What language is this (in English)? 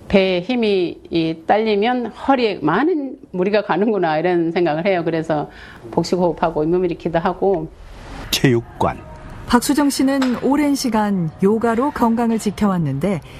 Korean